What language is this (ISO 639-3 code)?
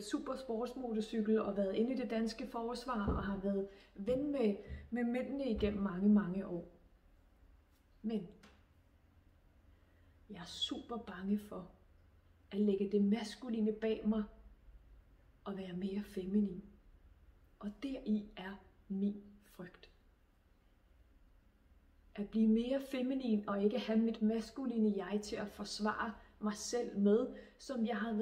dan